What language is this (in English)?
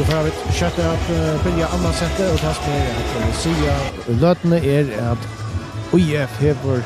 Faroese